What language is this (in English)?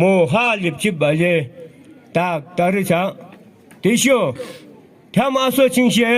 Yimchungru Naga